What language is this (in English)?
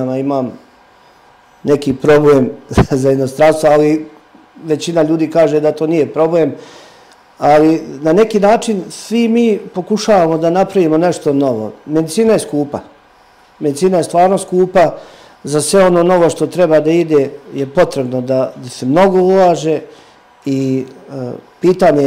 Serbian